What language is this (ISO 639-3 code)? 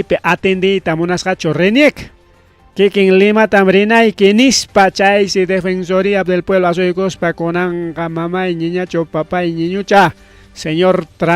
quy